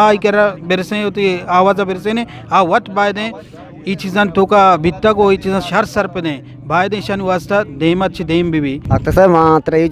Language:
Eastern Balochi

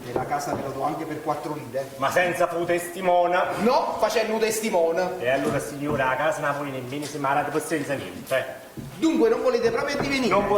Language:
Neapolitan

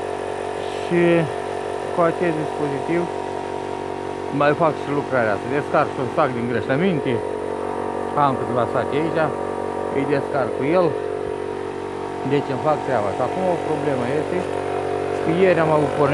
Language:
Romanian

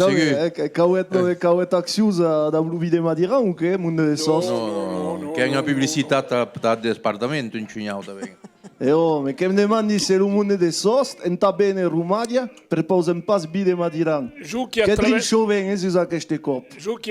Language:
Occitan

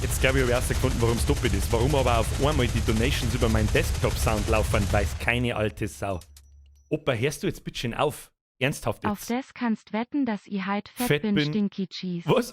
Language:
Bavarian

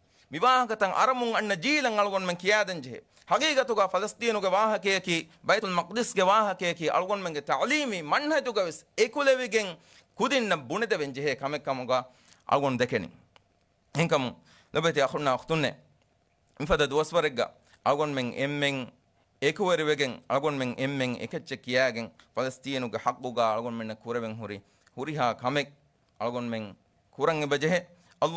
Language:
Divehi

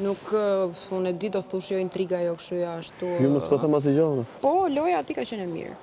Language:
Albanian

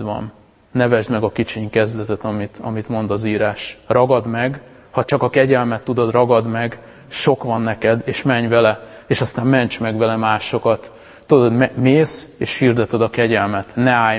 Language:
Hungarian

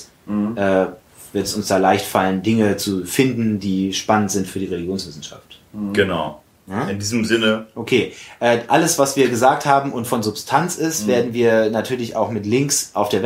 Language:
German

